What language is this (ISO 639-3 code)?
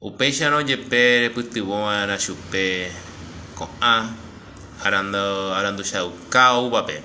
grn